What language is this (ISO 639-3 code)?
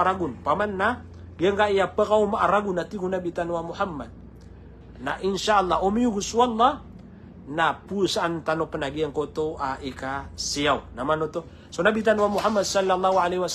mrw